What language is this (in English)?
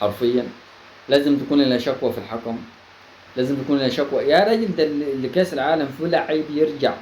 Egyptian Arabic